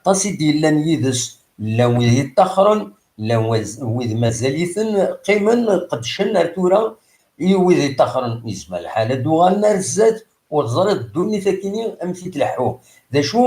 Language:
Kabyle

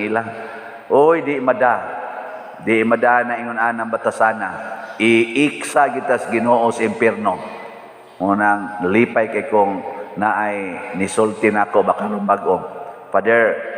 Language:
Cebuano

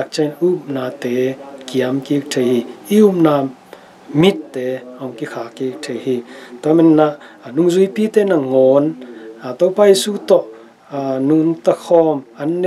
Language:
Tedim Chin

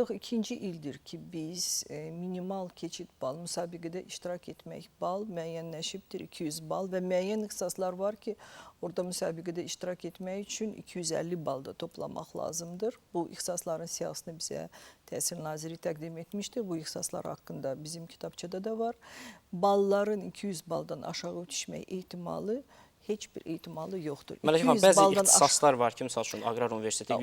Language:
Azerbaijani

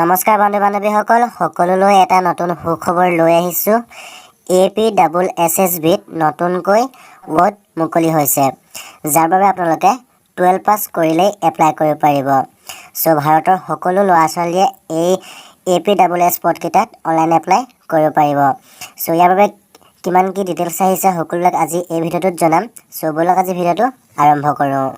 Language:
Assamese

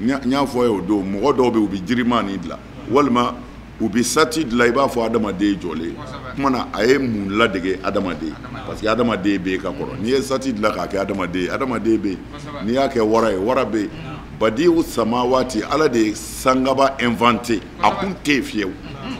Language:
Bambara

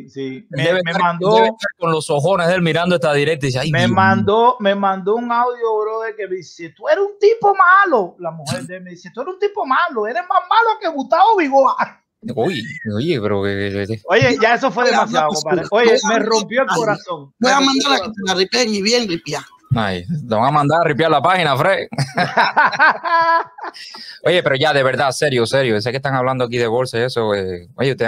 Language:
Spanish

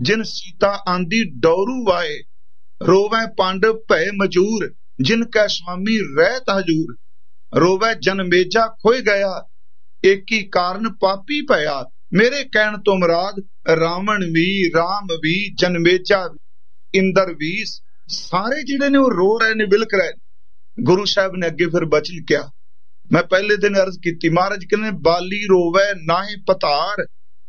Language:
Punjabi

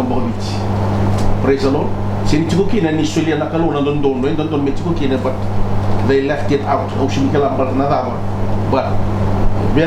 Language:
Fijian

